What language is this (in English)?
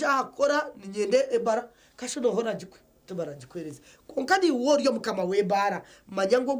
Nyankole